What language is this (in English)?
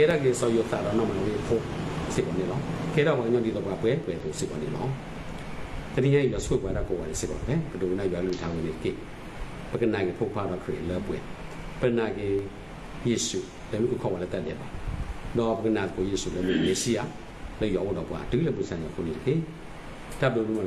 S'gaw Karen